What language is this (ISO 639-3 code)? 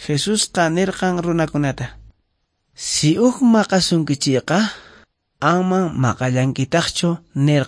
que